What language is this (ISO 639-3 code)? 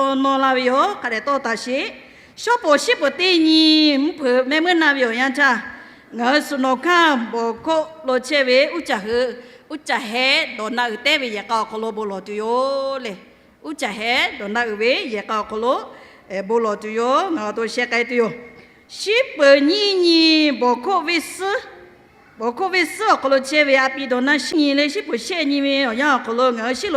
lhu